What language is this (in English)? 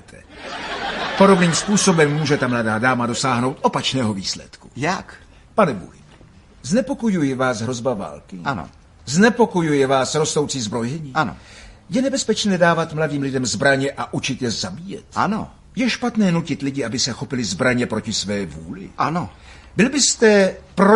Czech